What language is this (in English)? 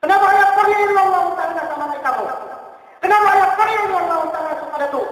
Maranao